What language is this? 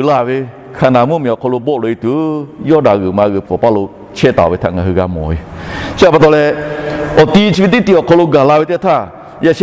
Lahu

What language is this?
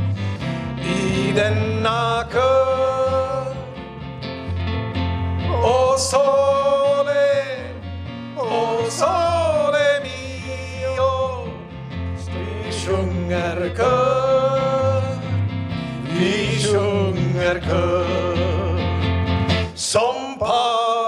Swedish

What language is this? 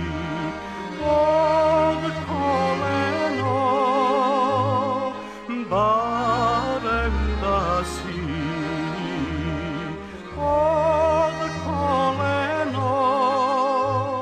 Serbian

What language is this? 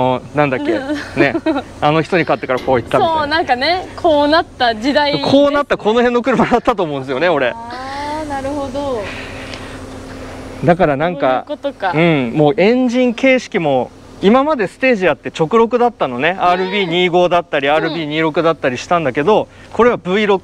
Japanese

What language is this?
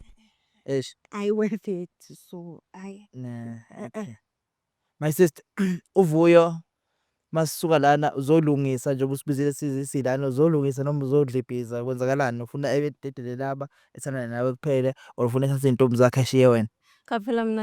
Zulu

